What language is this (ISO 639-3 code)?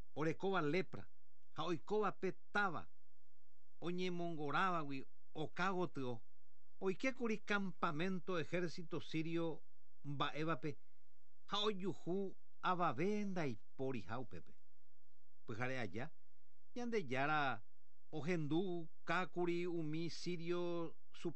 grn